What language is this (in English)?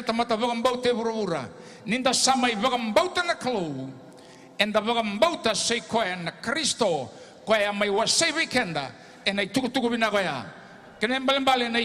Fijian